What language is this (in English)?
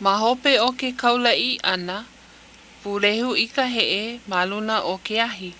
Hawaiian